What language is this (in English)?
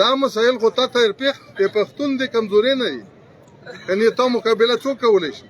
Pashto